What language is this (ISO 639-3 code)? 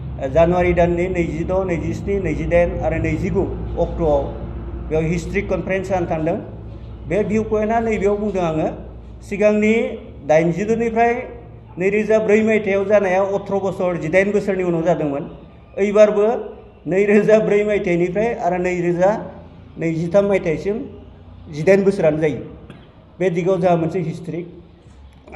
brx